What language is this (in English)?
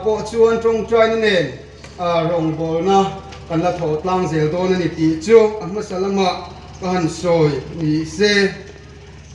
Hmar